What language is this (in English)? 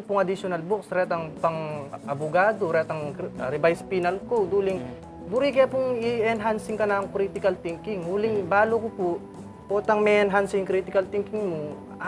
Pampanga